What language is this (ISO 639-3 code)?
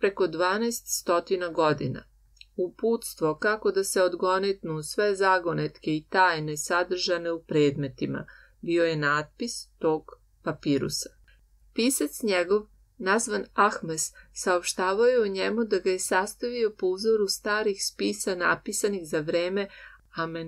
srp